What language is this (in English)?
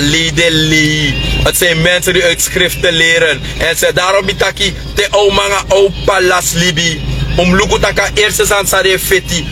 Sranan Tongo